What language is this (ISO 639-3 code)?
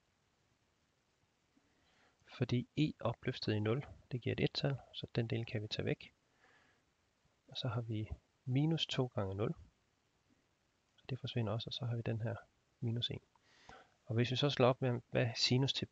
dan